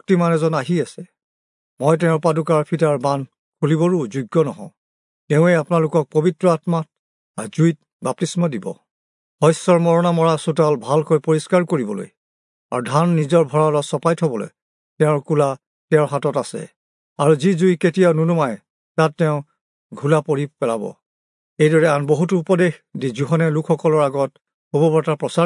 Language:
Assamese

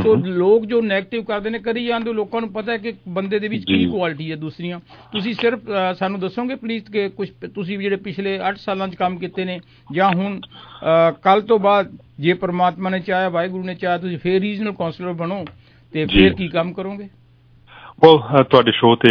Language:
Punjabi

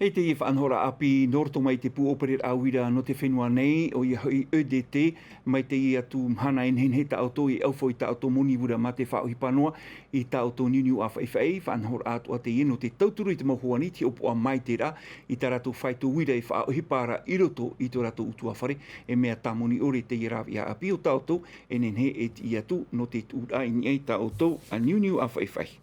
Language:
Tahitian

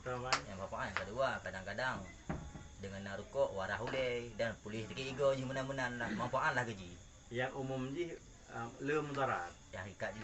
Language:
Achinese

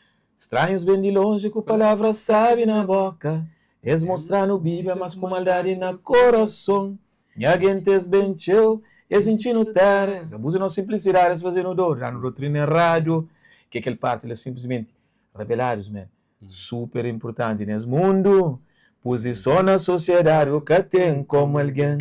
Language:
Kabuverdianu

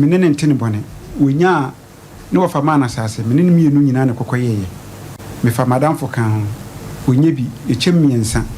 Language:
Akan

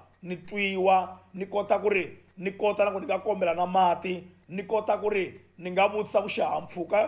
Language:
Tsonga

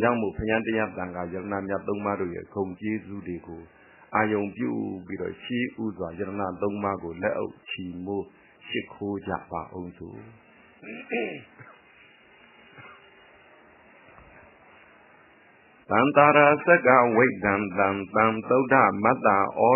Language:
Burmese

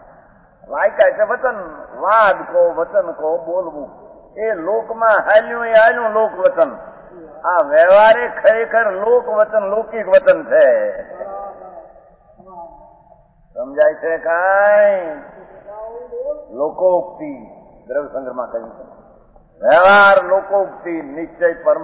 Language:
Gujarati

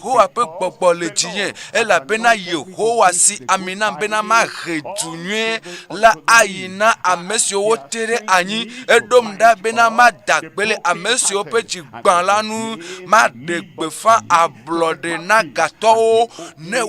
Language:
Ewe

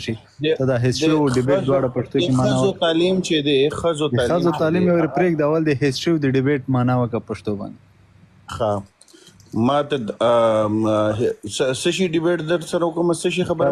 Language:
Pashto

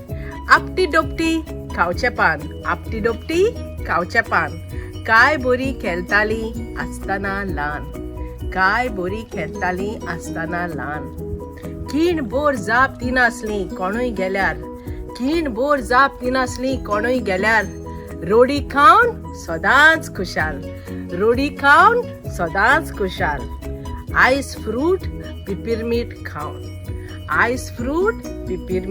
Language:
Konkani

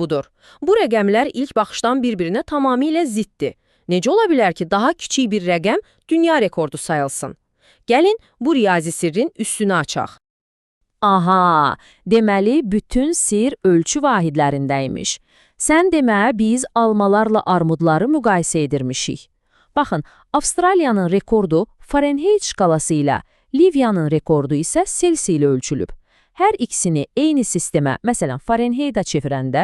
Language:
Azerbaijani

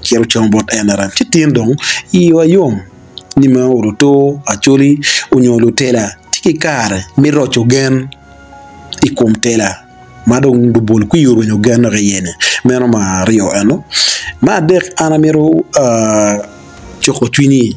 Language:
Acoli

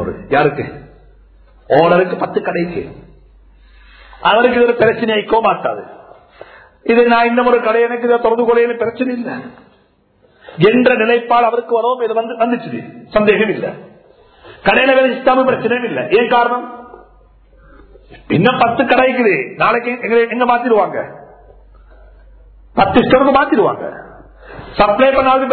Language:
Tamil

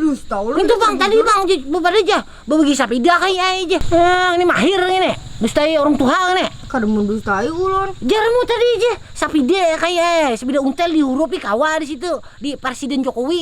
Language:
Banjar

